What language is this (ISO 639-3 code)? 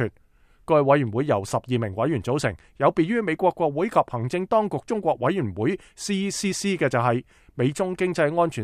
yue